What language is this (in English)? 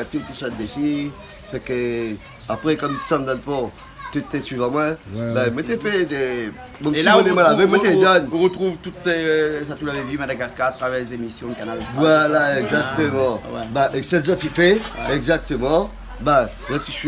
Réunion Creole French